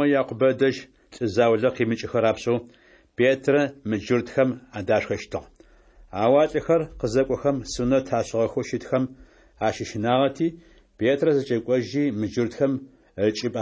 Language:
Adyghe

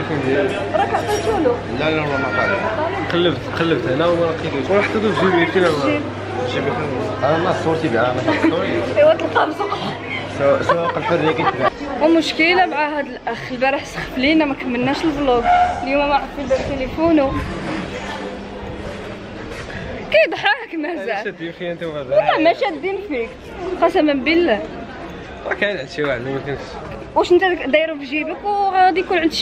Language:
Moroccan Arabic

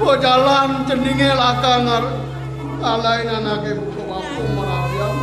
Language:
Balinese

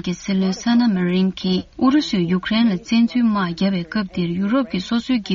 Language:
Tibetan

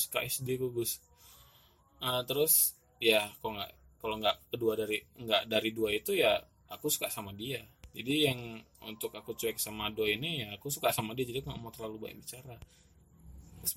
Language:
Indonesian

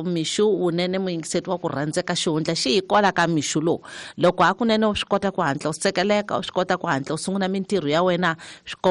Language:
Tsonga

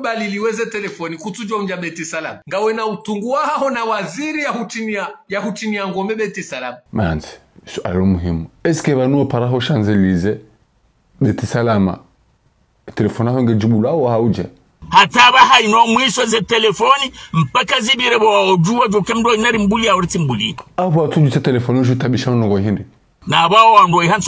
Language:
Ngazidja Comorian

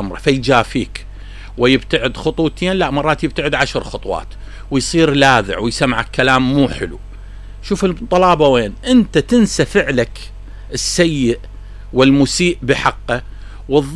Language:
Mesopotamian Arabic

